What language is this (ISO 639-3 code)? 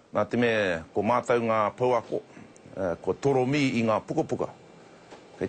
mri